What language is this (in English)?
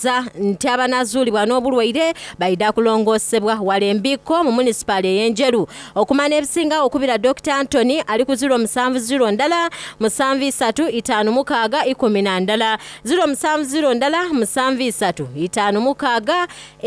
Soga